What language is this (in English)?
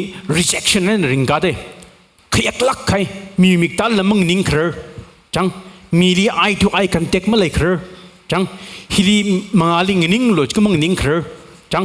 Tangkhul Naga (India)